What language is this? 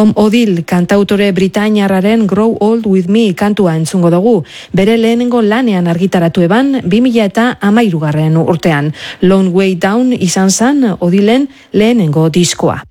Basque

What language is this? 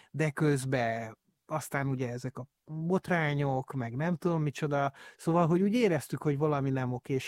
Hungarian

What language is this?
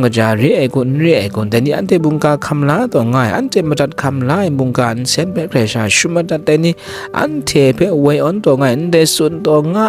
Kachin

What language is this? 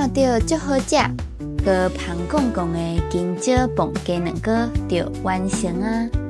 Min Nan Chinese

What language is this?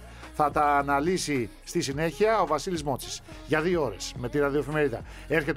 Greek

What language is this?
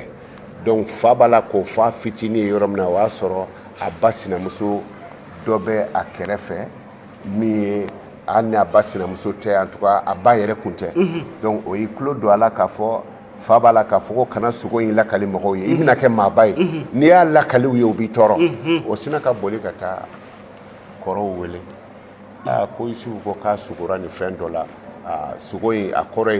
Bambara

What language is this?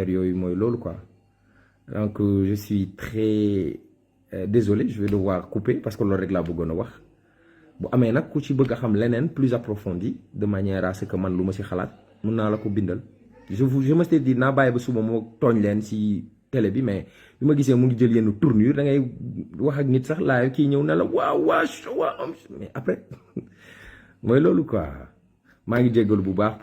Wolof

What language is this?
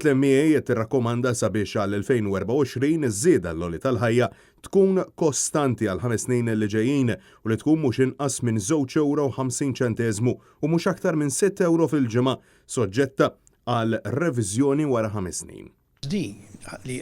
Maltese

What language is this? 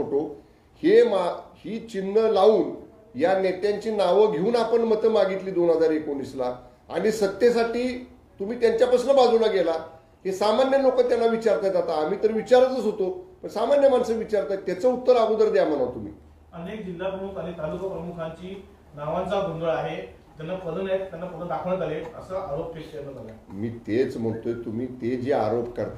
Marathi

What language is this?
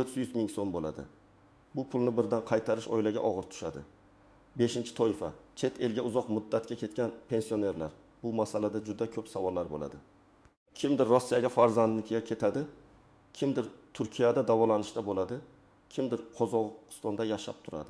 Uzbek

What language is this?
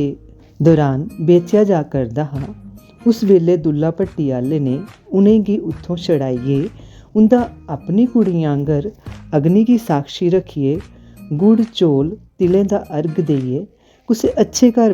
Dogri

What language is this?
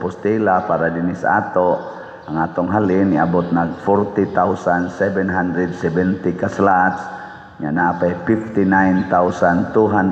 Cebuano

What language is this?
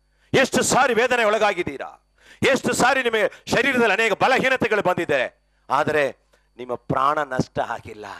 Kannada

